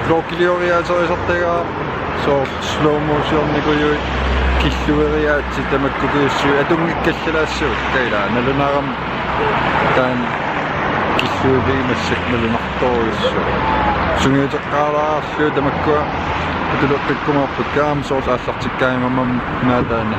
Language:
Kalaallisut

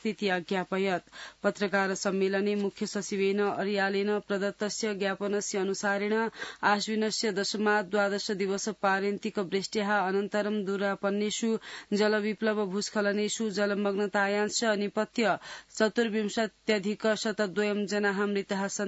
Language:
Sanskrit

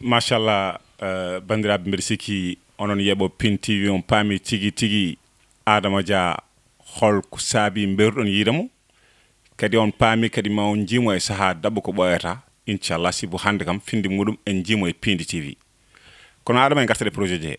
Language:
Fula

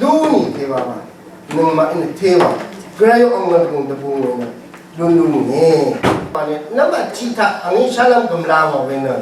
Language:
Rawang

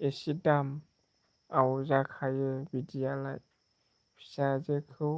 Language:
Bodo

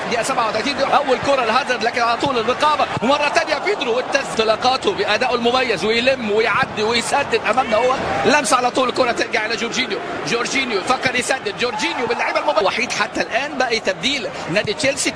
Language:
Arabic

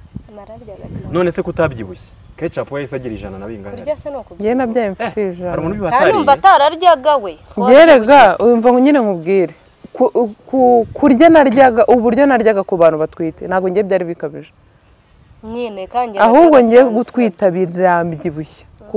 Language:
Kinyarwanda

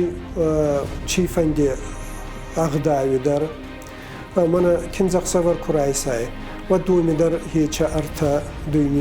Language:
Ossetic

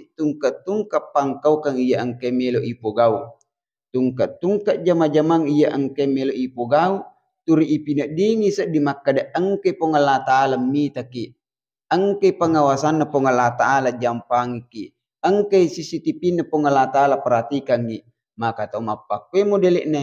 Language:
Buginese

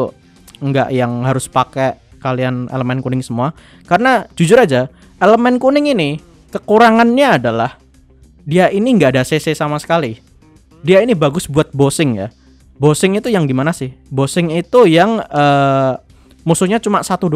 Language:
Indonesian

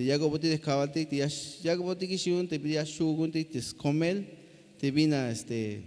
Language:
Tzeltal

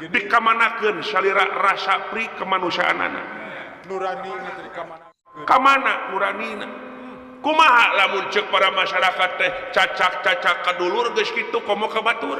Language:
Sundanese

